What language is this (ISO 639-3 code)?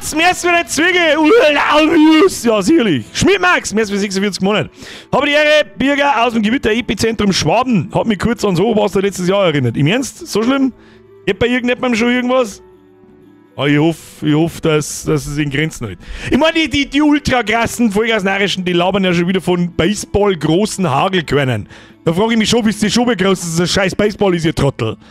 bar